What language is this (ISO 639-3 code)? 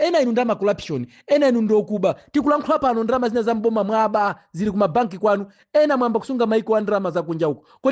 nya